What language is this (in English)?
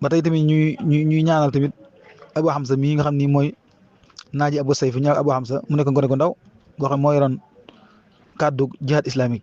Wolof